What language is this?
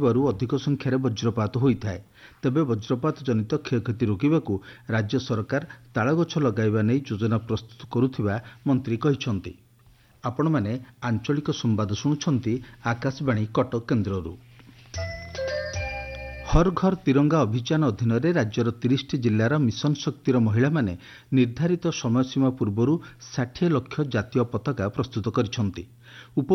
Odia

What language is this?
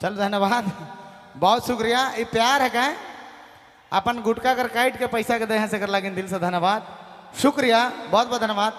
Sadri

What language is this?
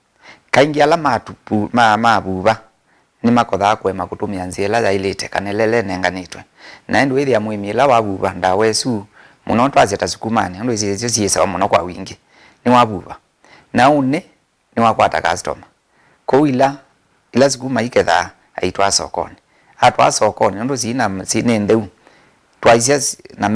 Kamba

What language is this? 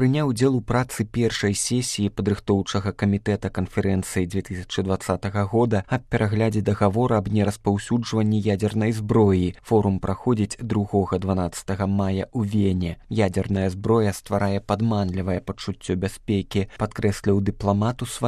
Belarusian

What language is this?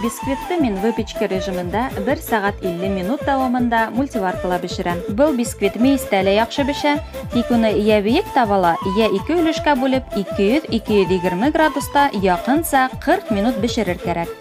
Bashkir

